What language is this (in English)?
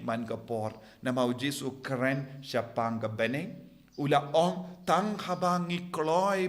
Khasi